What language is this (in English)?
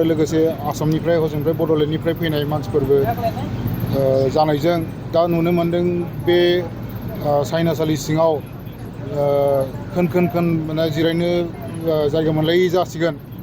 Bodo